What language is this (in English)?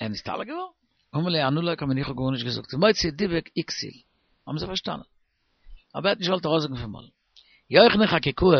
Yiddish